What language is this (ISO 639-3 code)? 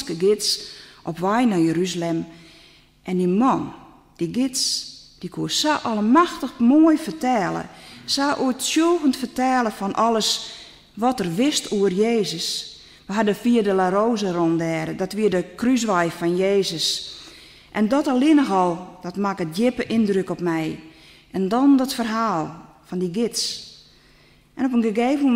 fry